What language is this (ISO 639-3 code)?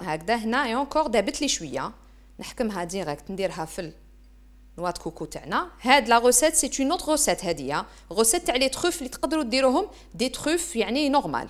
arq